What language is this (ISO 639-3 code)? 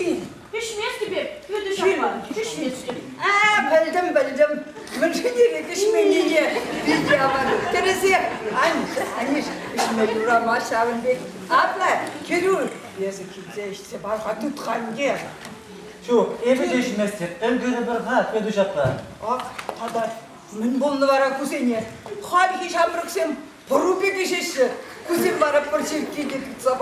chv